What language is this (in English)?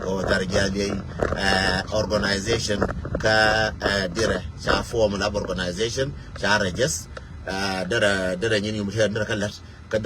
Nuer